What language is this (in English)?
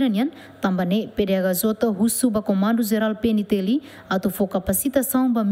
Tetum